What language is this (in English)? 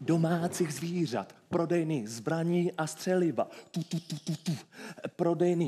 Czech